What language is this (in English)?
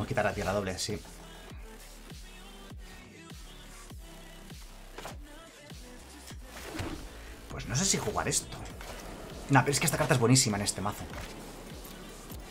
Spanish